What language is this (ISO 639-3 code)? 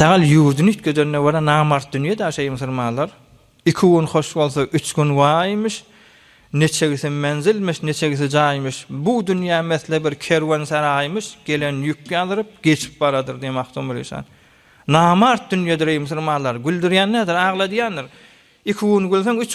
tuk